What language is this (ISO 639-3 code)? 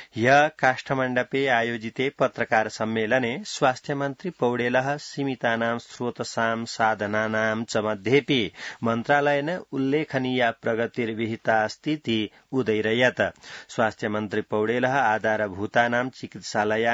san